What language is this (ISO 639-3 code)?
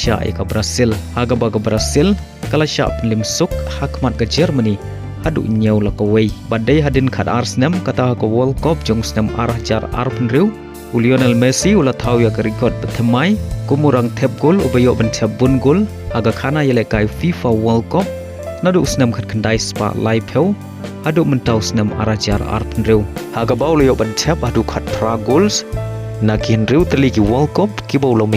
kha